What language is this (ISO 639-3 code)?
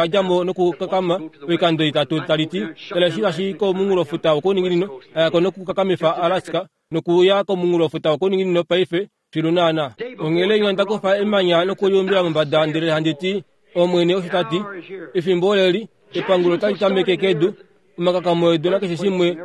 kua